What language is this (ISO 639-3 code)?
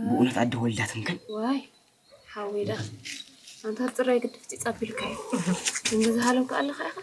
tir